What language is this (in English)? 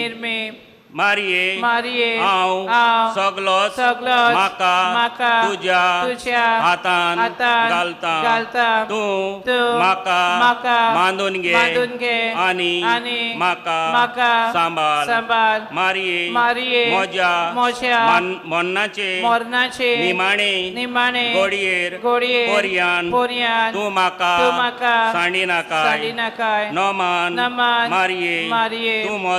Konkani